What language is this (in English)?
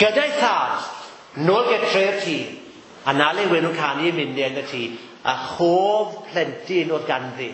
Welsh